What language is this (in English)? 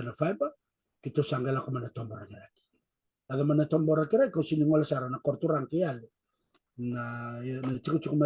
Fijian